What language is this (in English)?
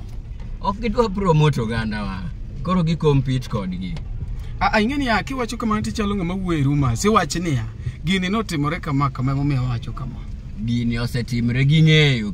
Luo (Kenya and Tanzania)